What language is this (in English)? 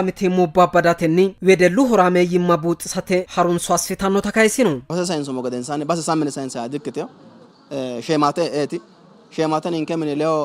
Sidamo